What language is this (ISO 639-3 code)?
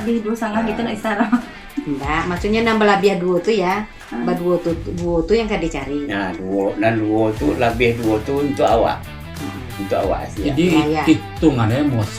min